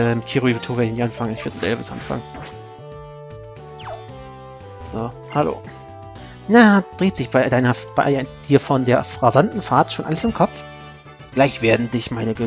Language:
German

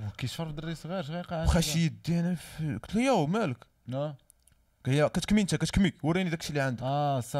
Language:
Moroccan Arabic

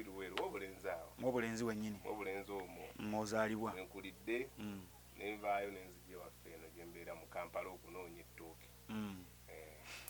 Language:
Ganda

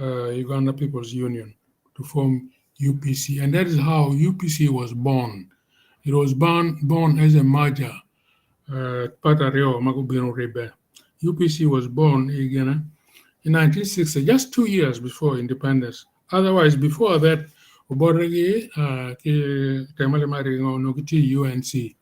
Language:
Acoli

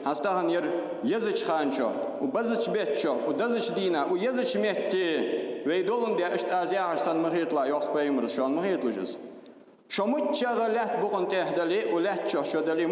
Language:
Ingush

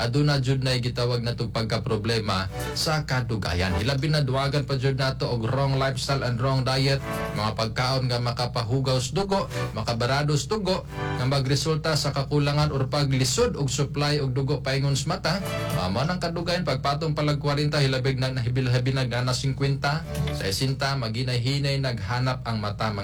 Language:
Cebuano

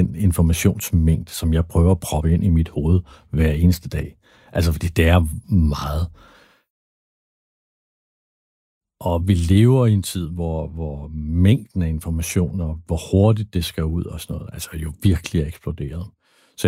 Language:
Danish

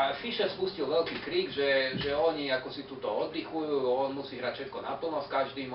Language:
Slovak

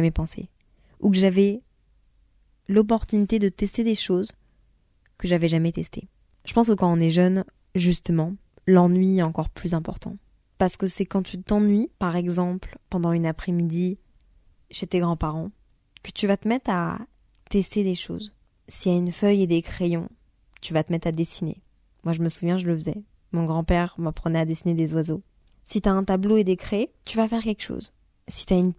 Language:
French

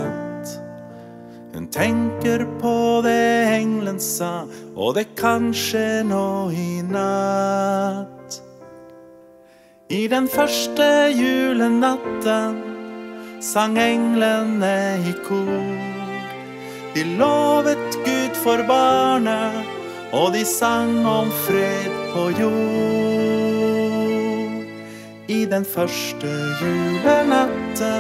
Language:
Norwegian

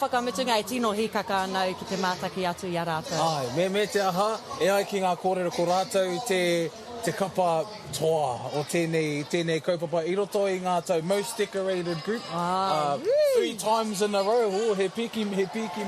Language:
Māori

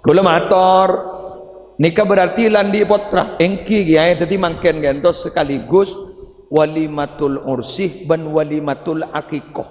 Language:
Madurese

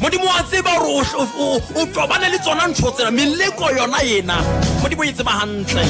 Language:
Southern Sotho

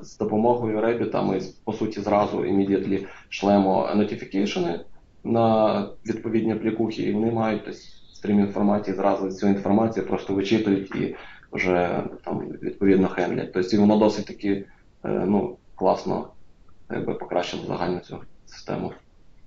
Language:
Ukrainian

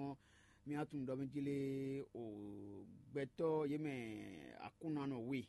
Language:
Fon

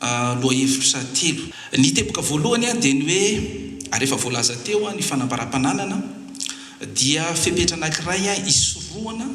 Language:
Malagasy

